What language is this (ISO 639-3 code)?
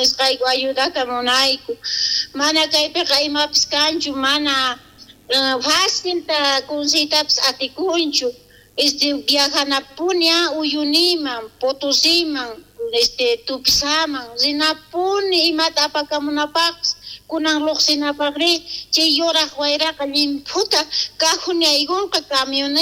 quh